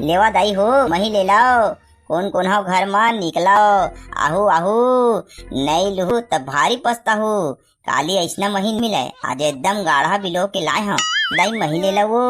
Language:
Chhattisgarhi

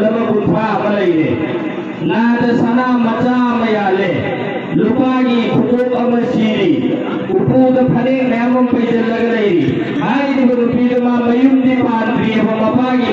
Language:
Manipuri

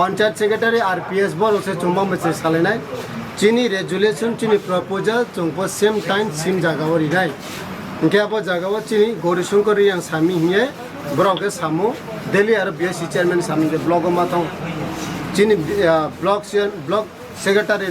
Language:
Kok Borok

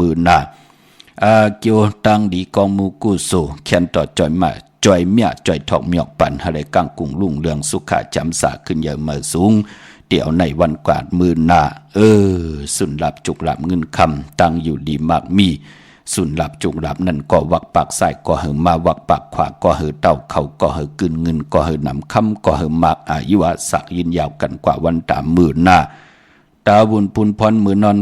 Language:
Shan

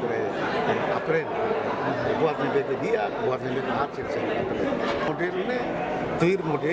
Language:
Tetum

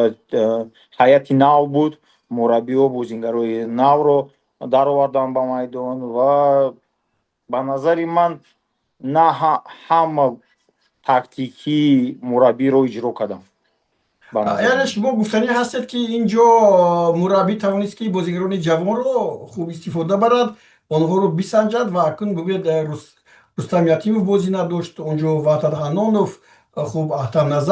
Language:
Tajik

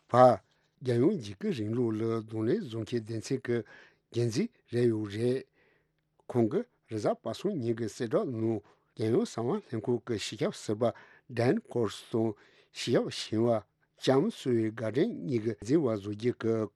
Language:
Tibetan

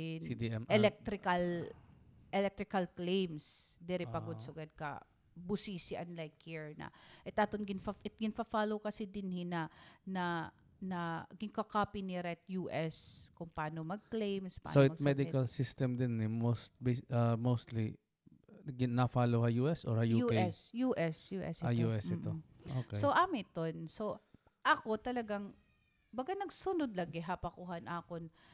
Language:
Waray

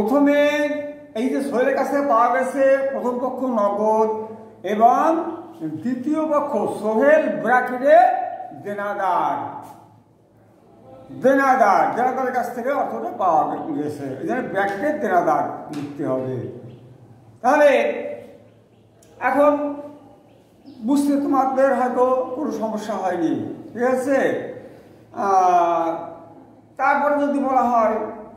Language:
Bangla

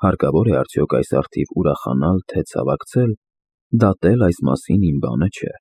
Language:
Armenian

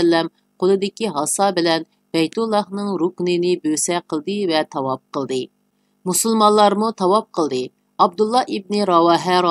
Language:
Uyghur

